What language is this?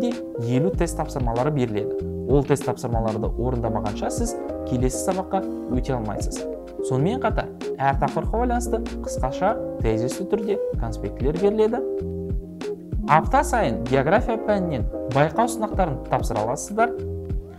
Kazakh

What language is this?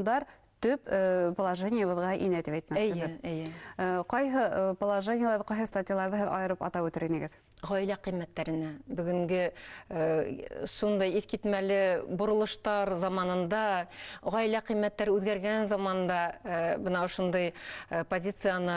Bashkir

